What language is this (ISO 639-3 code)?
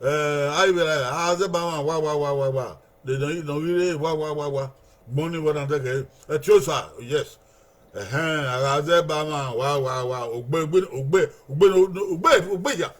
bin